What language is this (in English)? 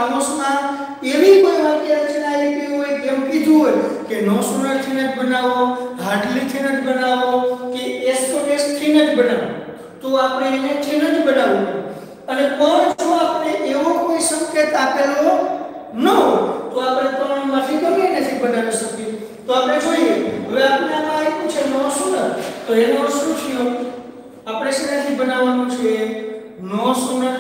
Gujarati